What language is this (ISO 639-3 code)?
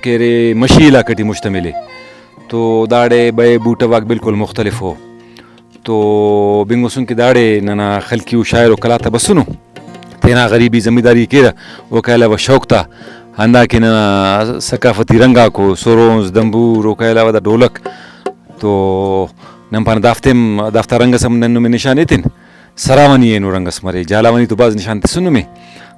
brh